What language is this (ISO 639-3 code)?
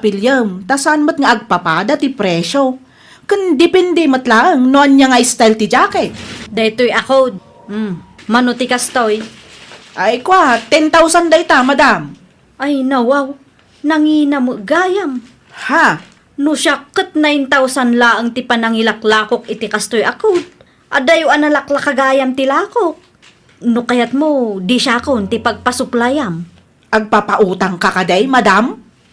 ilo